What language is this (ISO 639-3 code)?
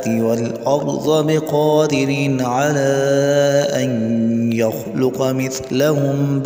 ara